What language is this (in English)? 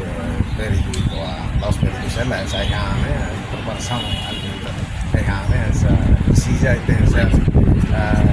Tetum